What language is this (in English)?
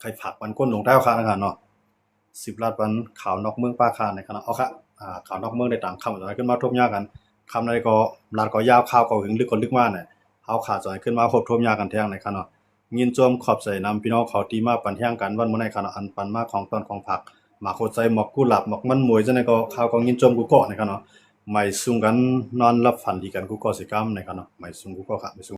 Shan